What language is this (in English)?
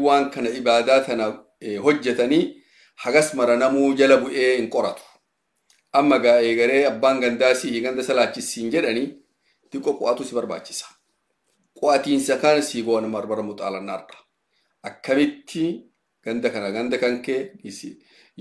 Oromo